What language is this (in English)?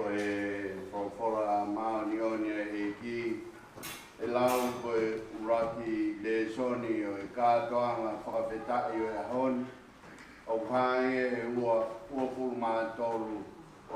Tongan